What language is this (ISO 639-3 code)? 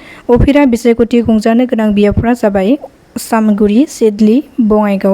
brx